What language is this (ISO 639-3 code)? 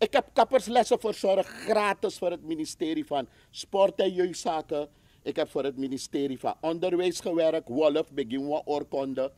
srn